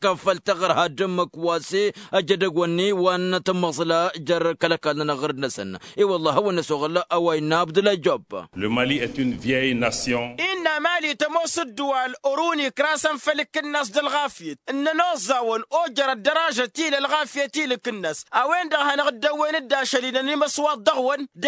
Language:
Tamasheq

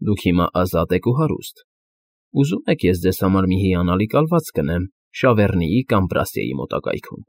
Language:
Armenian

